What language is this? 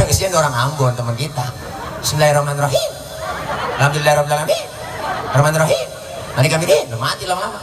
Betawi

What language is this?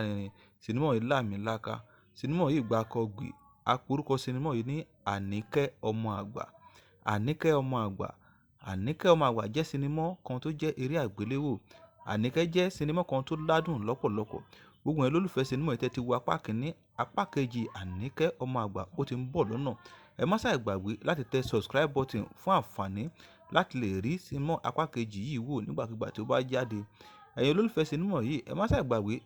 Yoruba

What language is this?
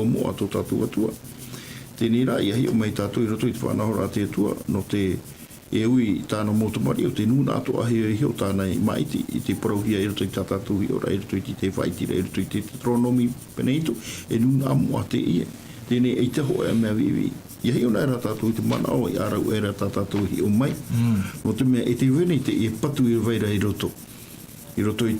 Tahitian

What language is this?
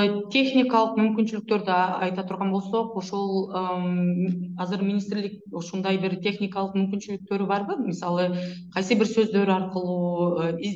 Kyrgyz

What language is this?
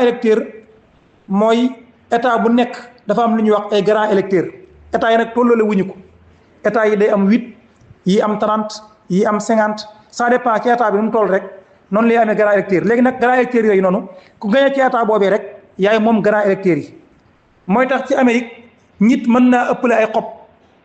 Wolof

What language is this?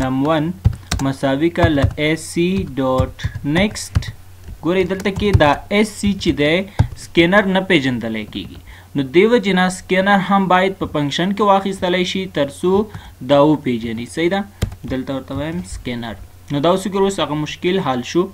Pashto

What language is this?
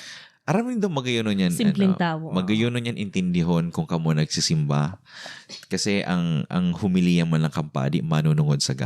Bikol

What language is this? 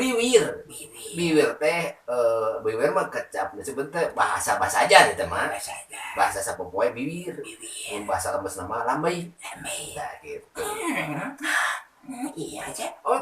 Sundanese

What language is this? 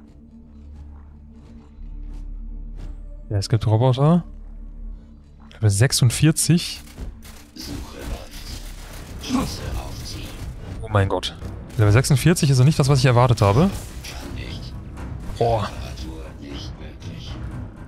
German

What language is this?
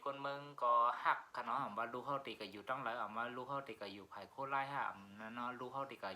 Shan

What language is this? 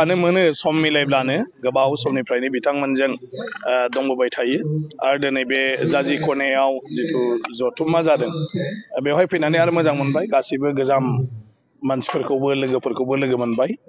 Bodo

